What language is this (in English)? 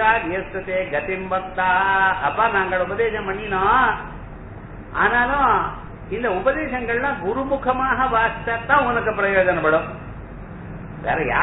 Tamil